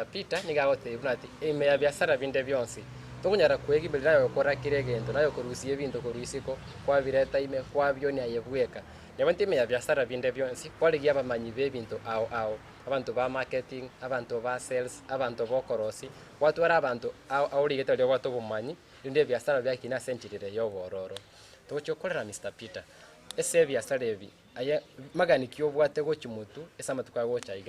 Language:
Gusii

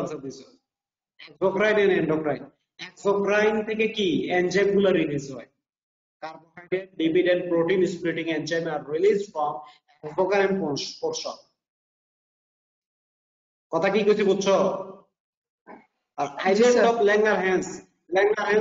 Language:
Bangla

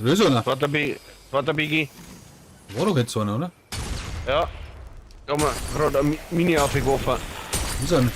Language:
Bavarian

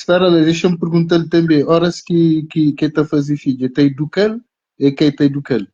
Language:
Kabuverdianu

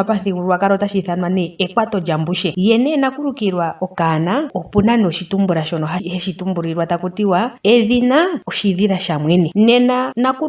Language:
Ndonga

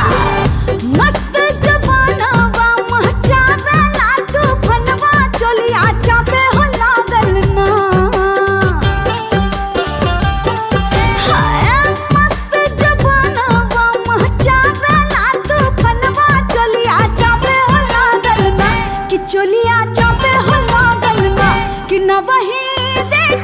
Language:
Bhojpuri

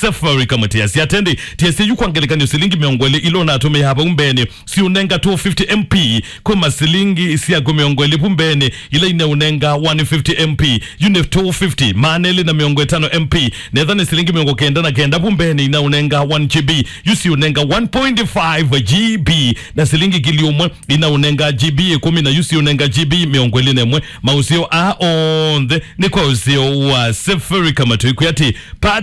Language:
Kamba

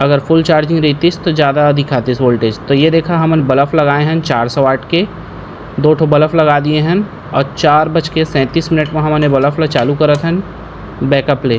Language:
Chhattisgarhi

